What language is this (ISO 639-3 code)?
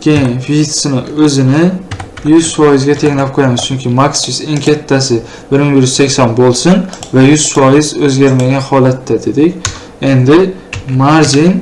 uzb